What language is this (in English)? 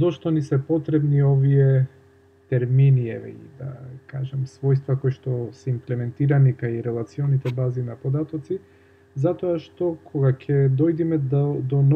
Macedonian